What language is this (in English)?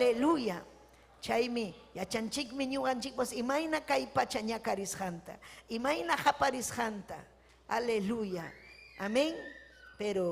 Ayacucho Quechua